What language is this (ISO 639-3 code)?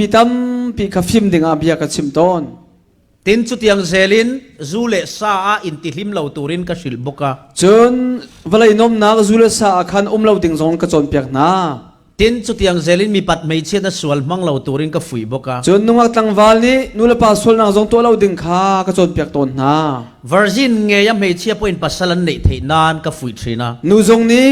cfm